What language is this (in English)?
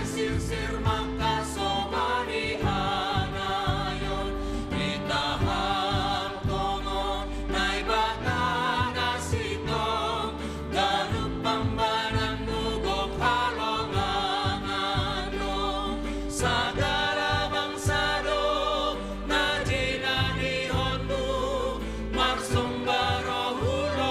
Batak Simalungun